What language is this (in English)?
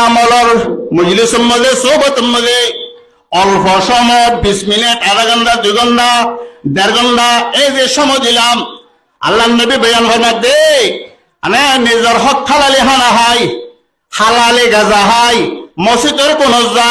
Rohingya